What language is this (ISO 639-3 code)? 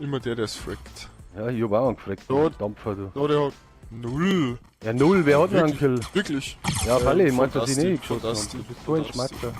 bar